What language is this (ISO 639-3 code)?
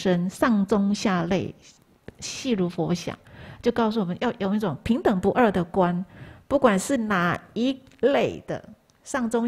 zho